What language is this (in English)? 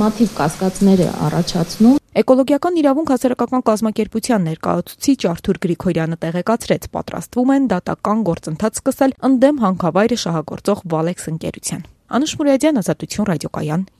Armenian